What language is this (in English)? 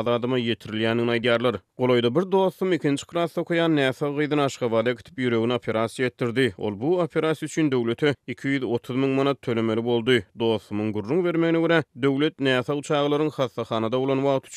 Turkmen